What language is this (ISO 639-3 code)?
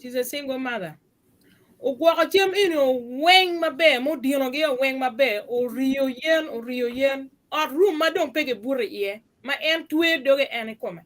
ach